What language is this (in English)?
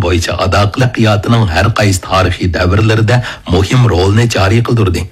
Uyghur